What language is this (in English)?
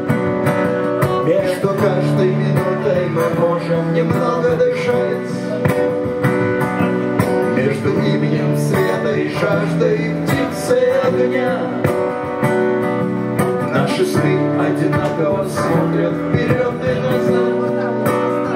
Russian